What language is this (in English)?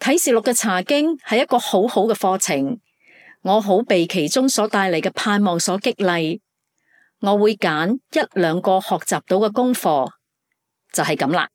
Cantonese